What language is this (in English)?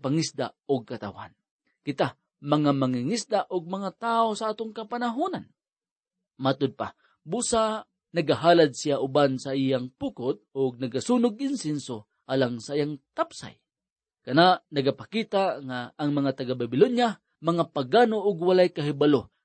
Cebuano